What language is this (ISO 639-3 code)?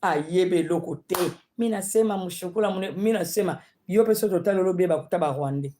lin